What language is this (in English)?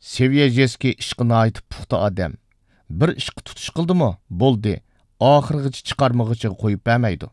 Uyghur